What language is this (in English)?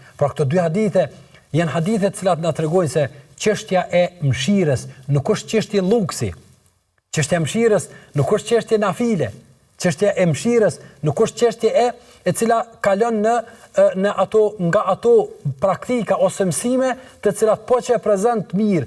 Albanian